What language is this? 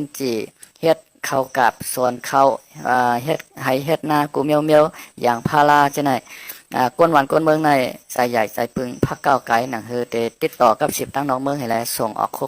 Shan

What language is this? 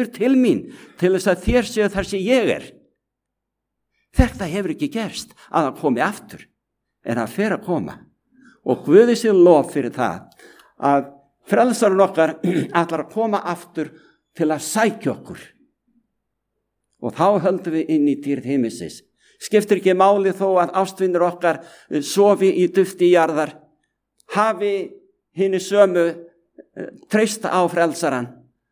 Icelandic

